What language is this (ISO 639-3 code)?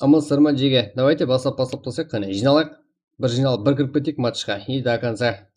kaa